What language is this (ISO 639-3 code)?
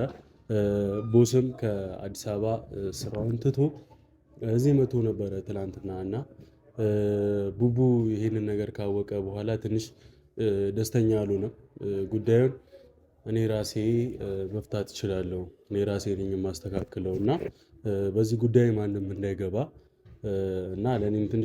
amh